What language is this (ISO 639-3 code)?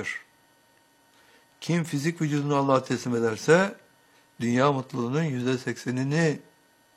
tur